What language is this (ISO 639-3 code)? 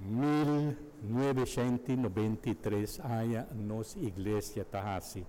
pap